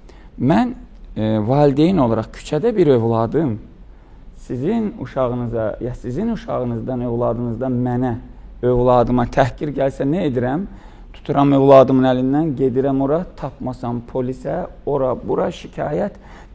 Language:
Azerbaijani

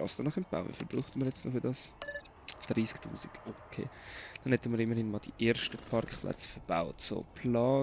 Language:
Swiss German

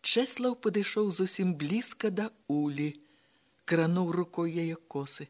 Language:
Belarusian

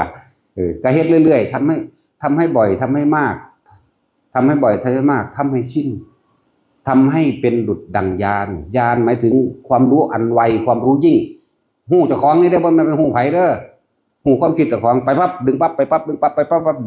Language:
Northeastern Thai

